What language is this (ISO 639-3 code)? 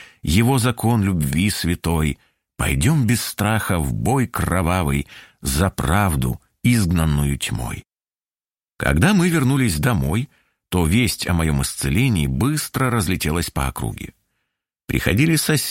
rus